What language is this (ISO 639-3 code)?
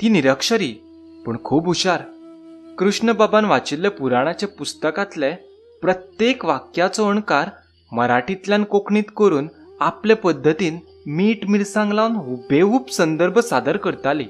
kok